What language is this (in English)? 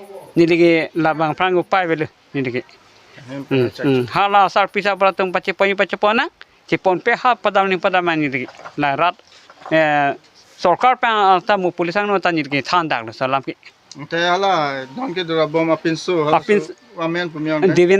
Karbi